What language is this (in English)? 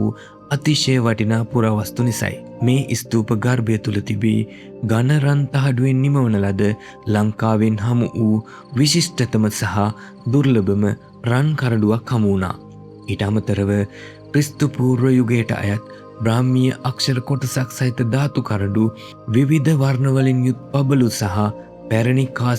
Sinhala